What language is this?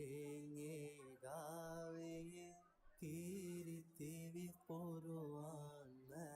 Divehi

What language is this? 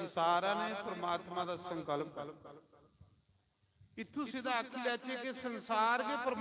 Dogri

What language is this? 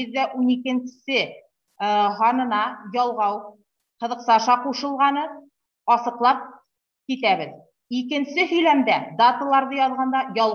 Bashkir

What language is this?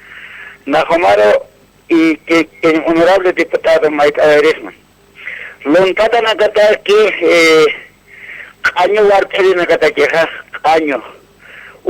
Aymara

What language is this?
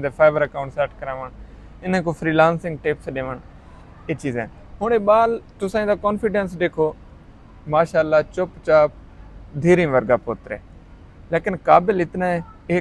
Saraiki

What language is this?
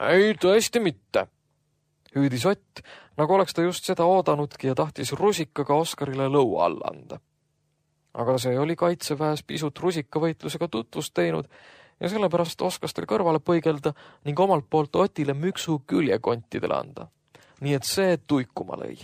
Estonian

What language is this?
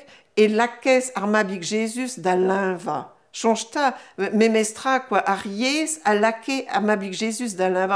Breton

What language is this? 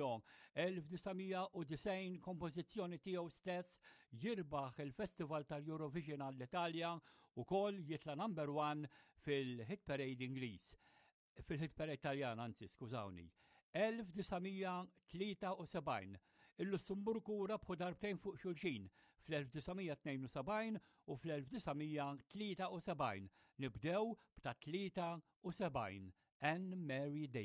Maltese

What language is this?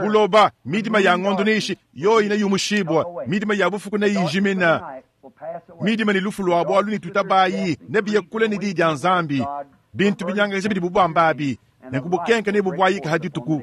Luba-Lulua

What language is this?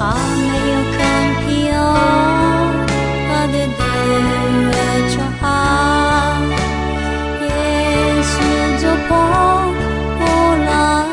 Akha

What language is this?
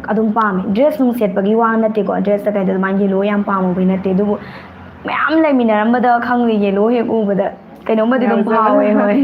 Manipuri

